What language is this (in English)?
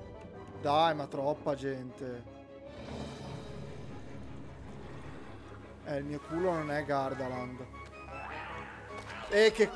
Italian